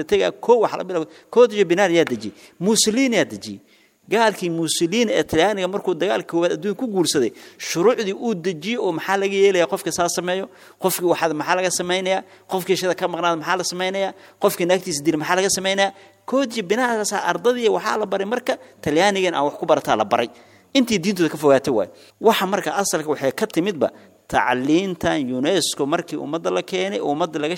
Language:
Somali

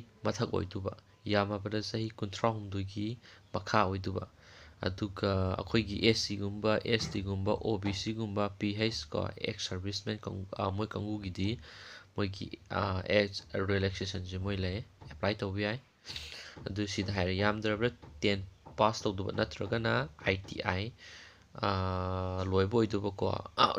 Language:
Manipuri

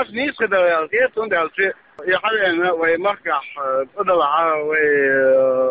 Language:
Chechen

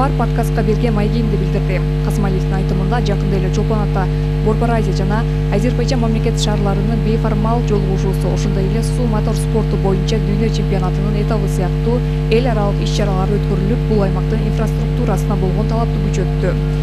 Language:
Kyrgyz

